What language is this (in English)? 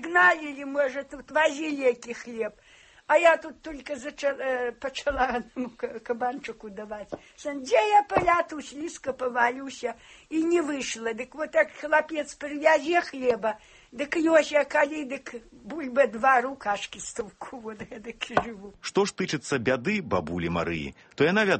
Belarusian